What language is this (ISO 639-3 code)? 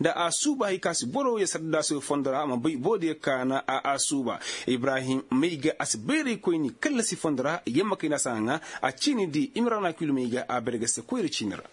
ses